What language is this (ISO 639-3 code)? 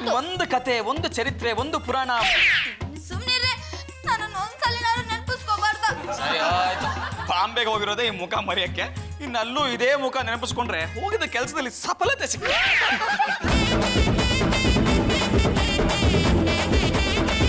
kan